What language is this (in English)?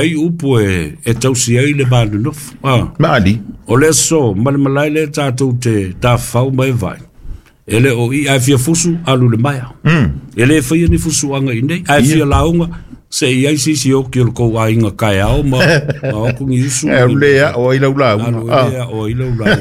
Samoan